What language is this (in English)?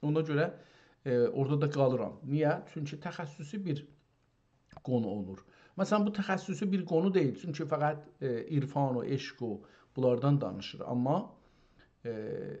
South Azerbaijani